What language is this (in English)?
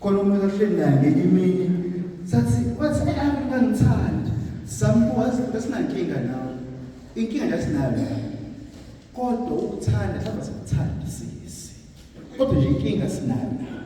Zulu